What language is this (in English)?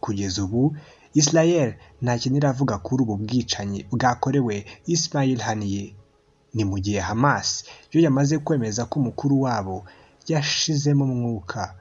Kinyarwanda